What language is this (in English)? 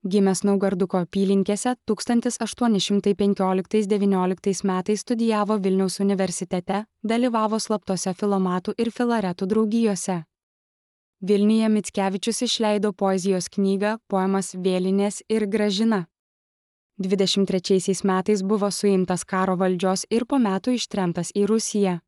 Lithuanian